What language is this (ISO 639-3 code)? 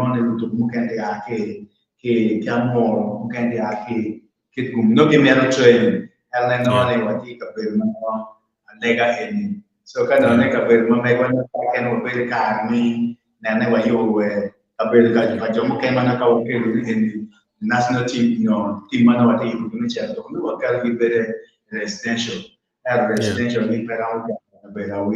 ach